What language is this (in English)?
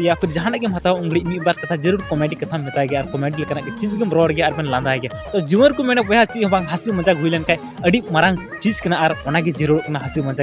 Santali